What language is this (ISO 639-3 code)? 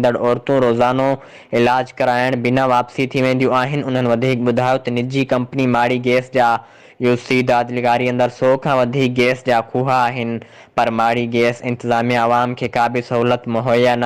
snd